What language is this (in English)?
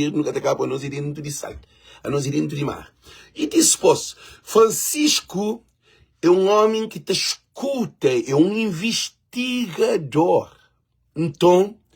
Kabuverdianu